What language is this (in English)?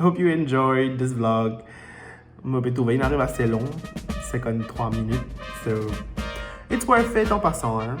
Morisyen